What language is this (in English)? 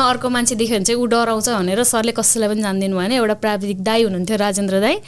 Nepali